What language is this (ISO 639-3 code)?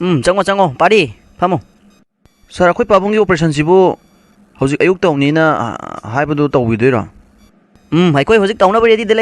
mni